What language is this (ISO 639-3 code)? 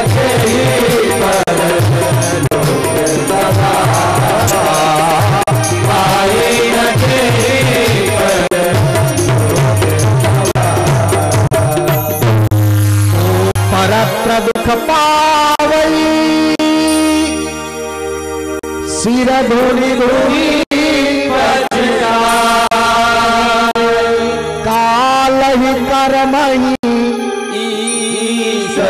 hin